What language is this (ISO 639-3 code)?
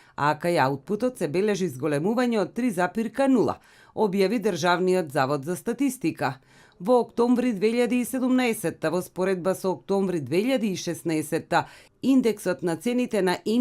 mkd